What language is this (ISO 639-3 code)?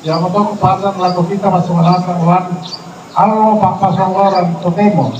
sda